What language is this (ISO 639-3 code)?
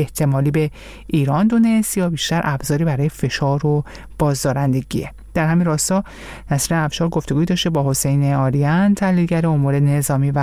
fas